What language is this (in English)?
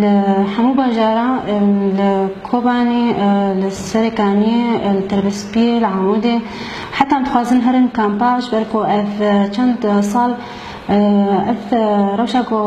Kurdish